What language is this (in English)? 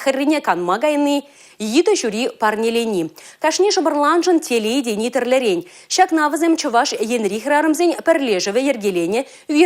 Chuvash